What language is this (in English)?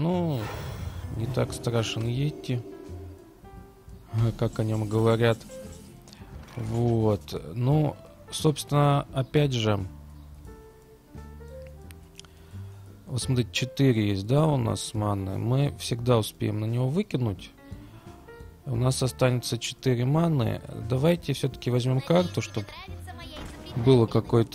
Russian